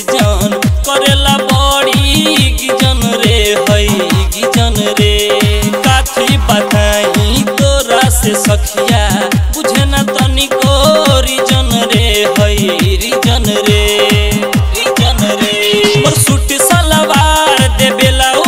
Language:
Bhojpuri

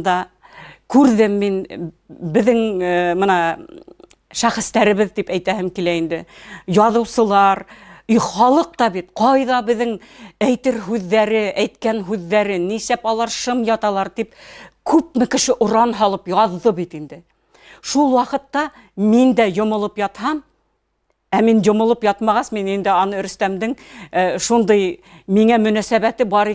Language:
Bashkir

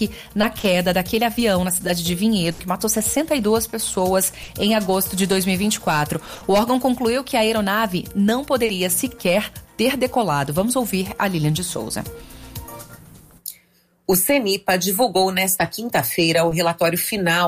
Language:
Portuguese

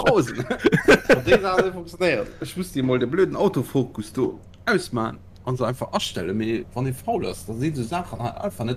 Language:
Luxembourgish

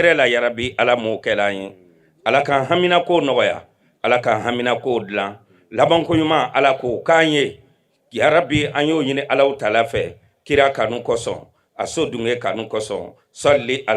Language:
Bambara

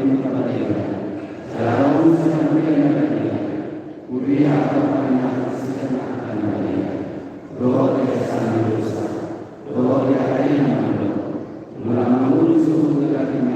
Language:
Batak Toba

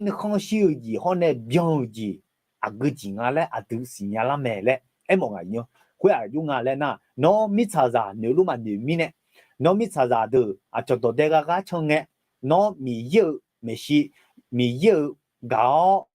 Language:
Akha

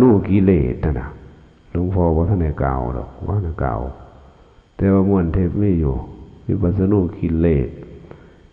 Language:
Lao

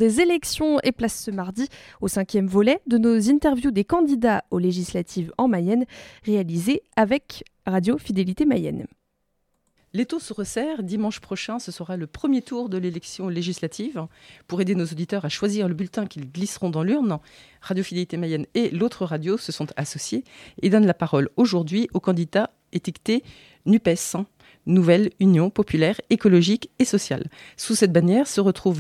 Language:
French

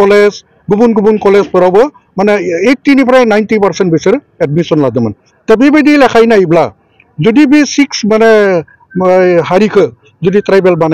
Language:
Bodo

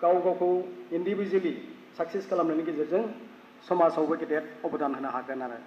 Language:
Bodo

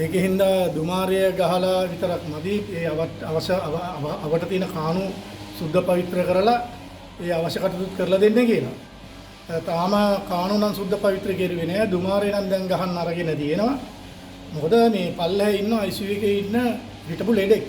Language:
Sinhala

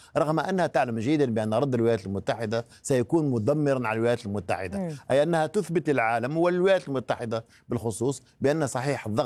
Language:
Arabic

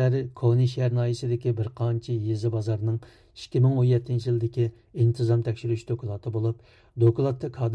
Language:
Uyghur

